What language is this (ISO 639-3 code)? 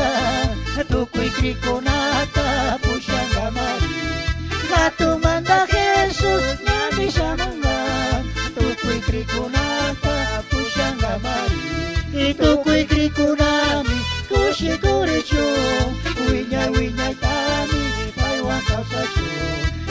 qug